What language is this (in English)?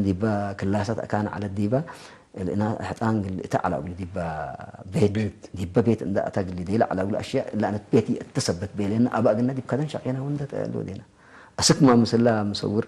Tigre